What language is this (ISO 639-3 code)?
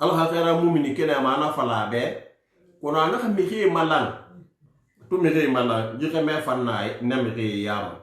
sus